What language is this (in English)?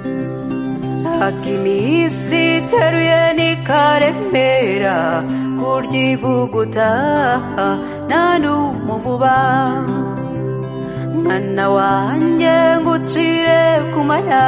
Kinyarwanda